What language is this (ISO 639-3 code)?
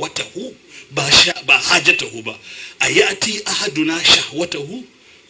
hau